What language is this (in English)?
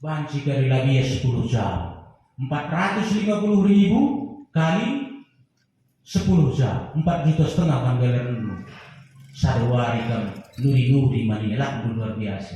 Batak Karo